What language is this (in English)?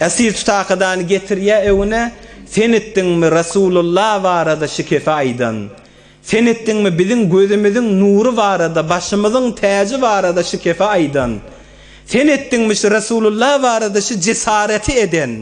Turkmen